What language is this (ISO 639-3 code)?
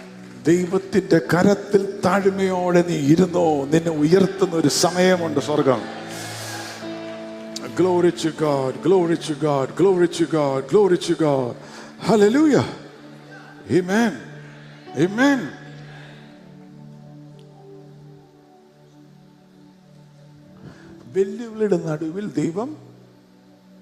mal